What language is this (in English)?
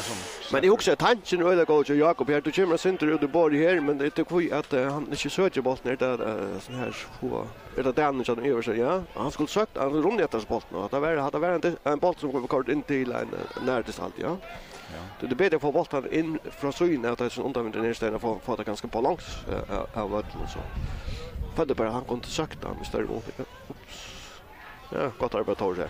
Faroese